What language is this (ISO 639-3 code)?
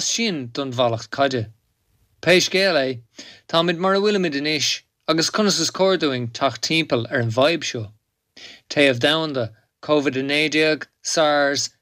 gle